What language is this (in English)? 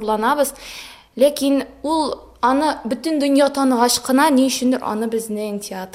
Tatar